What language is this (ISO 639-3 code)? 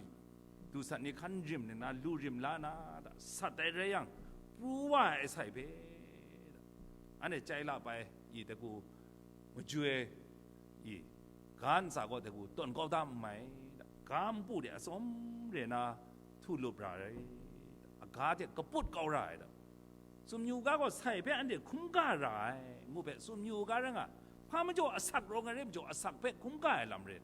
kac